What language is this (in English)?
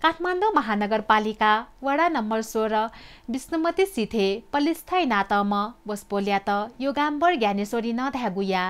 Newari